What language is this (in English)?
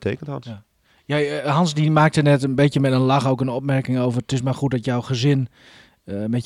Dutch